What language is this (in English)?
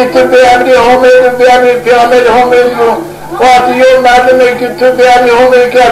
Zaza